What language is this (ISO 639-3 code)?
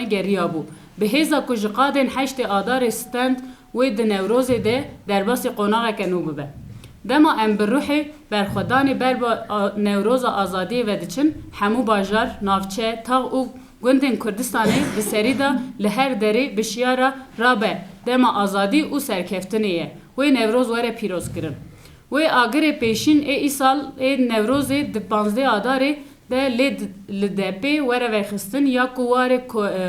kur